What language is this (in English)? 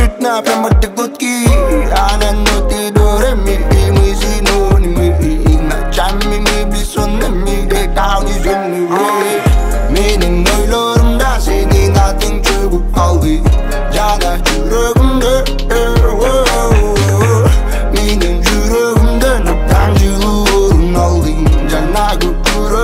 Kazakh